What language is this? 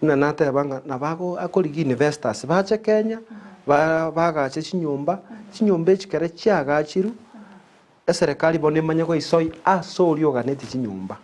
Gusii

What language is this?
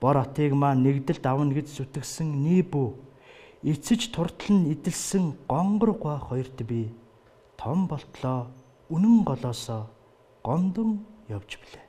Mongolian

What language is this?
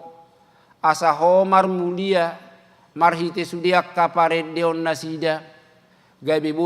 Batak Toba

